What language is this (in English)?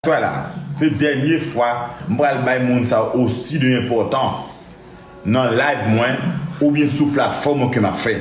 Haitian Creole